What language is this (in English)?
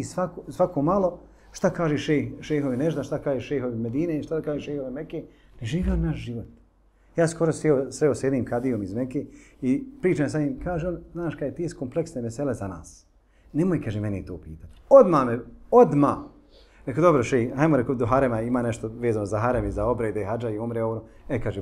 Bosnian